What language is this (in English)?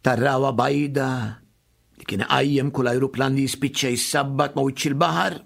Maltese